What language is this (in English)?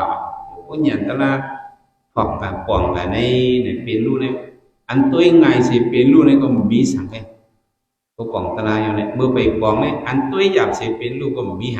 Shan